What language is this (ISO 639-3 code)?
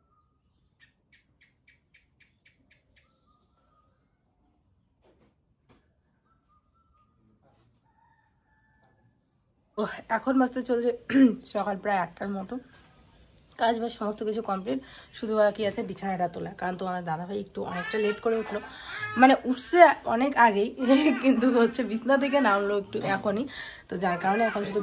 ben